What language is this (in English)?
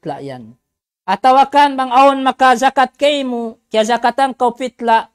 Tausug